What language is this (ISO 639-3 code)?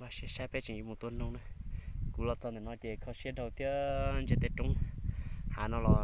hmn